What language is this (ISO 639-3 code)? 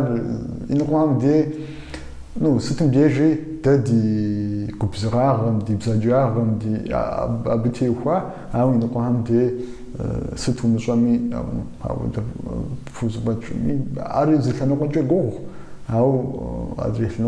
kbd